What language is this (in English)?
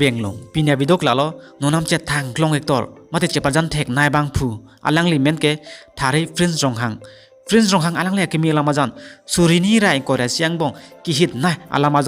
Karbi